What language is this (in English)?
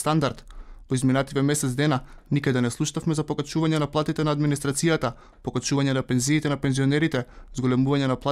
Macedonian